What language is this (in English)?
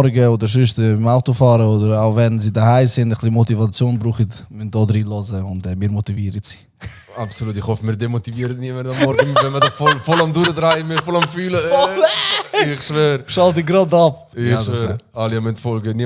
Swiss German